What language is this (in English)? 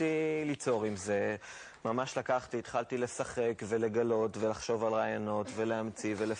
Hebrew